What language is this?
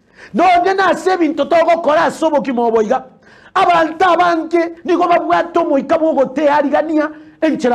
Gusii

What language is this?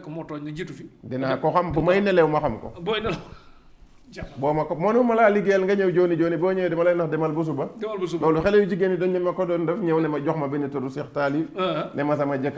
Wolof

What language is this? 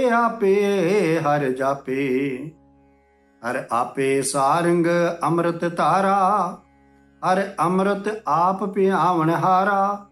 Punjabi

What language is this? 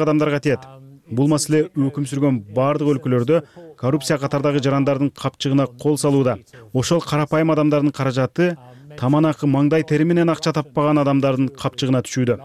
Kyrgyz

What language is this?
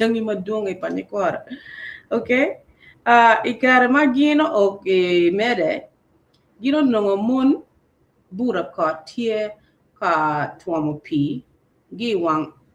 Acoli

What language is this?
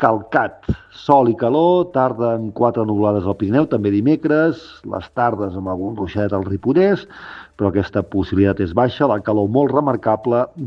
Catalan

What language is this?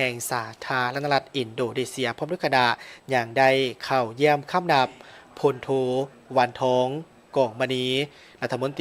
Lao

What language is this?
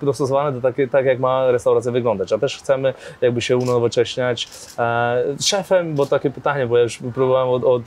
Polish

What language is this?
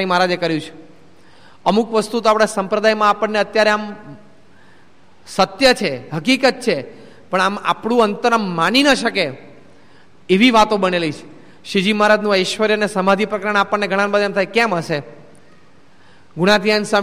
Gujarati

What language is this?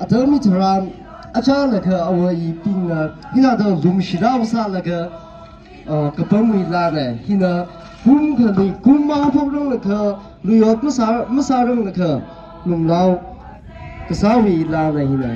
Tangkhul Naga (India)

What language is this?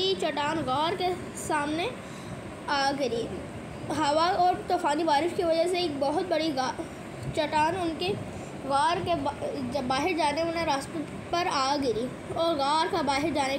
Urdu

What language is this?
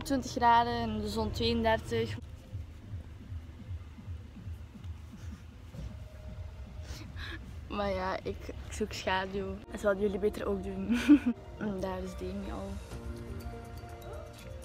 Dutch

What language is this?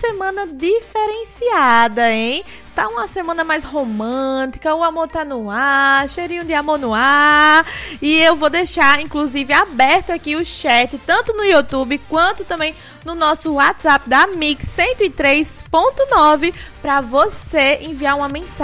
Portuguese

